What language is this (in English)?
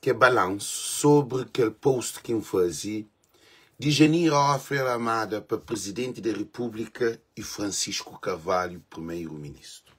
Kabuverdianu